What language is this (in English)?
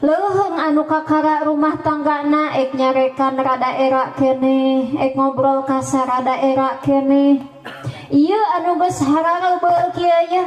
Sundanese